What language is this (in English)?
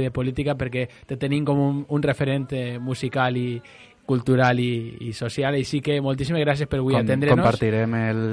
Catalan